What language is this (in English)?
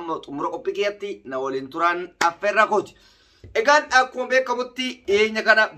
Oromo